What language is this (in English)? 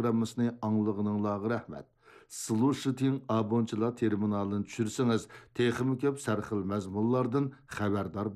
Uyghur